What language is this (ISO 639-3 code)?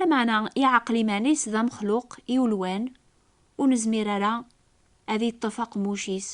kab